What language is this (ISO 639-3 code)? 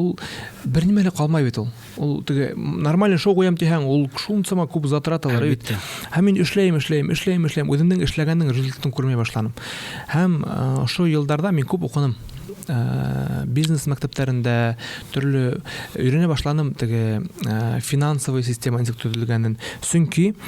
bak